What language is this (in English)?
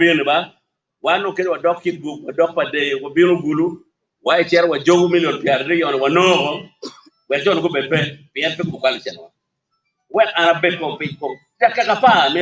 Acoli